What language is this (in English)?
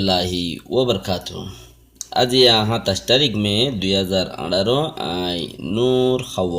Rohingya